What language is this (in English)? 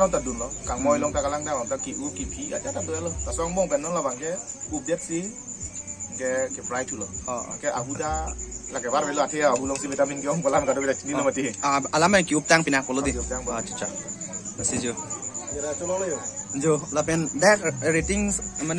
Karbi